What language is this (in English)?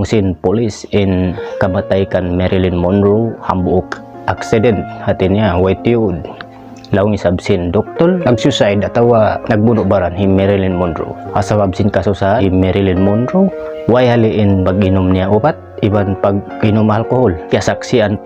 Tausug